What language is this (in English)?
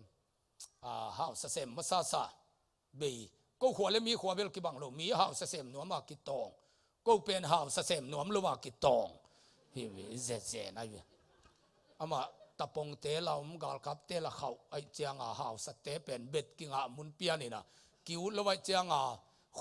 Tedim Chin